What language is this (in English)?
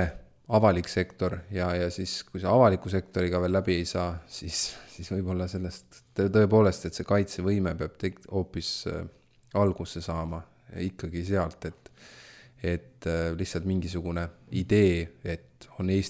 Estonian